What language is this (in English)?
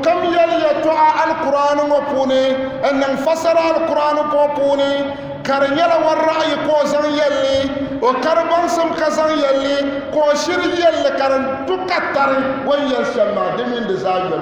Dagbani